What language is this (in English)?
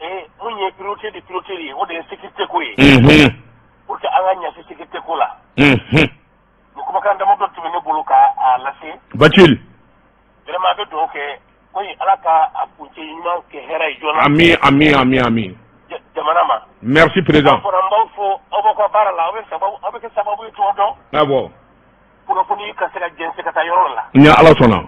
Bambara